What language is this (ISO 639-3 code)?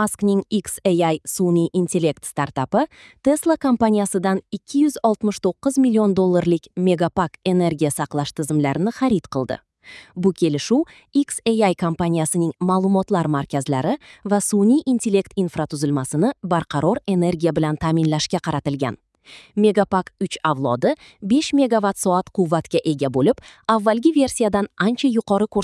uzb